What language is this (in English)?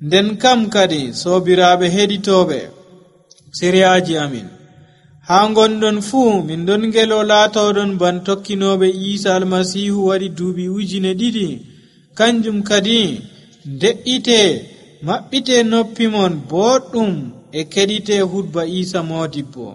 Nigerian Fulfulde